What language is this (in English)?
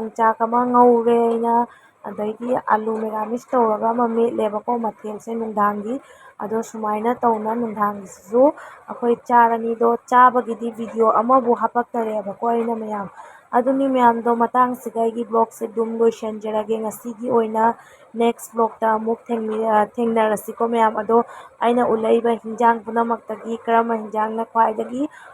Manipuri